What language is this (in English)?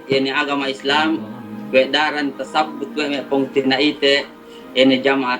Yakan